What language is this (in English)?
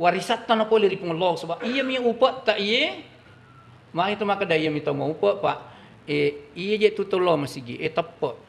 Buginese